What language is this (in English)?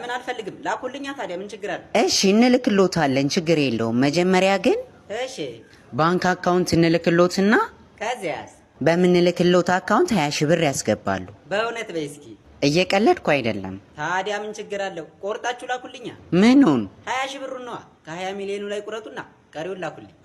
Amharic